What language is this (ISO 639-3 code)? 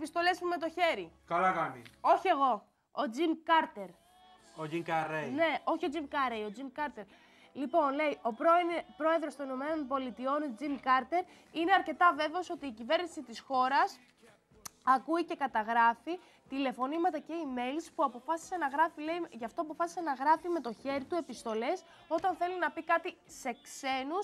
ell